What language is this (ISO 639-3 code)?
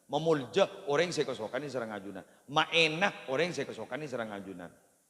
mad